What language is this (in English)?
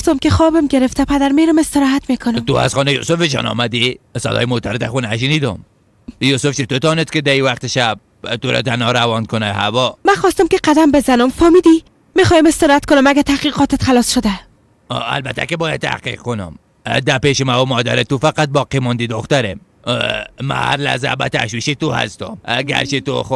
Persian